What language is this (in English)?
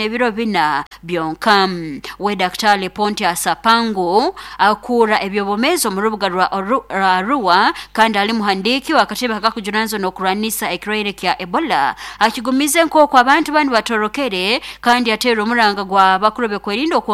Nyankole